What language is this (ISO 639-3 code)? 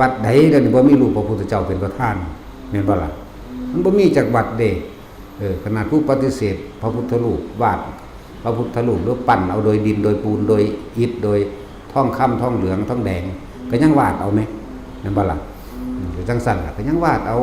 tts